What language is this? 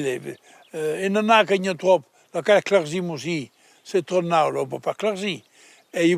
Occitan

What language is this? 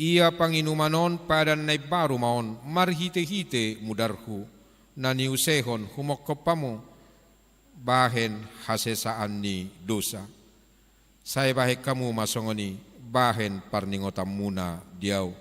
Batak Toba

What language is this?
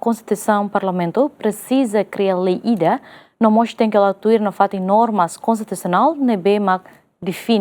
Tetum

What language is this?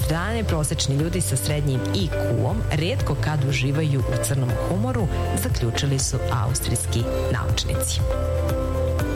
Serbian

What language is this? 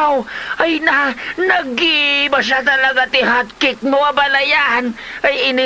Iloko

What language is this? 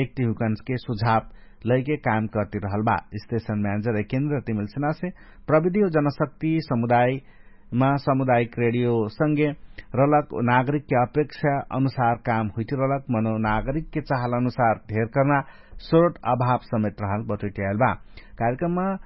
Dangaura Tharu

